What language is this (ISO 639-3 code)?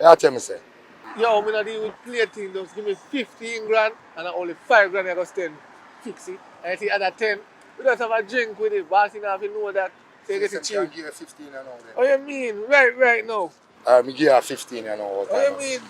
jam